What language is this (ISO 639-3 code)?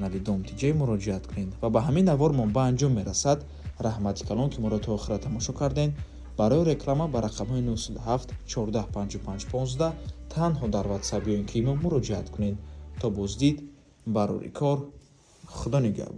tgk